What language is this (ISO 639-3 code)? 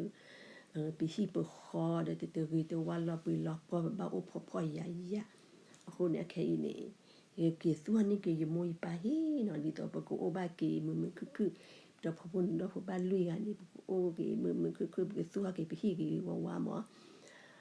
ksw